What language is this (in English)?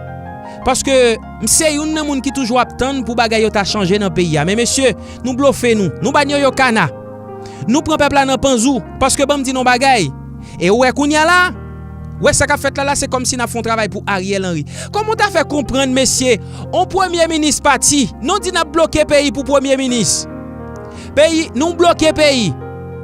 Haitian Creole